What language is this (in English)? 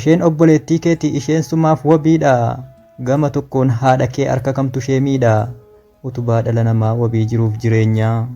Oromo